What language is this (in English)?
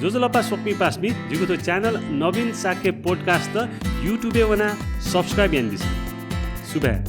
Newari